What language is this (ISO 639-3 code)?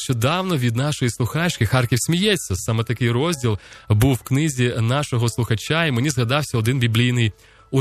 ukr